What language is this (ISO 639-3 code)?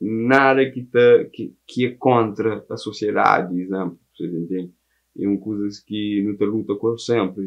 kea